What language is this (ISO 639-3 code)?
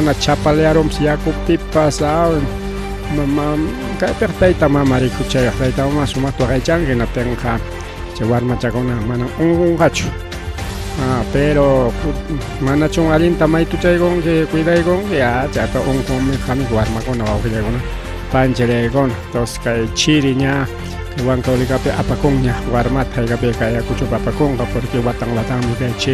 quy